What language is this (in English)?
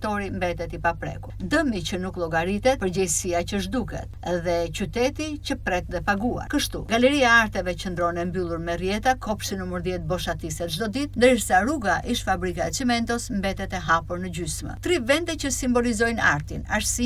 Albanian